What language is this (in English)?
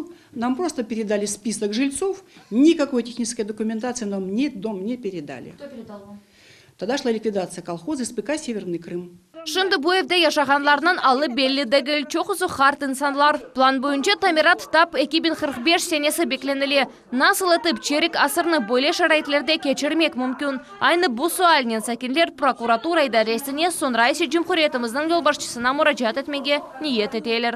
Crimean Tatar